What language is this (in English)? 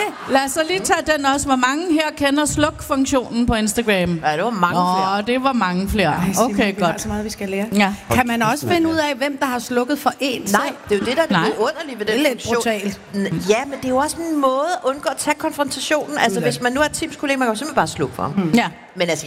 Danish